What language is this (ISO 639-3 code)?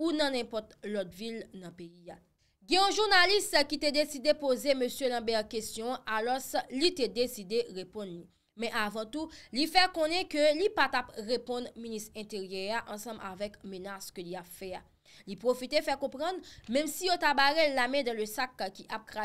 hat